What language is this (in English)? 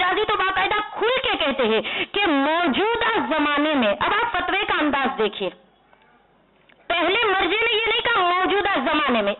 Urdu